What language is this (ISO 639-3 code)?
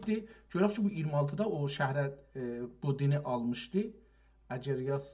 azb